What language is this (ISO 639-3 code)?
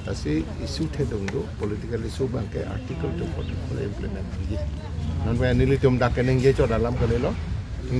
mjw